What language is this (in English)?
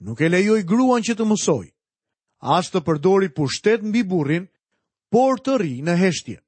Albanian